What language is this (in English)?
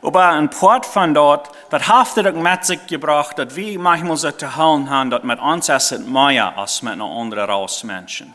Plautdietsch